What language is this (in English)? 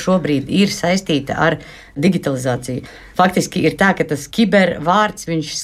Latvian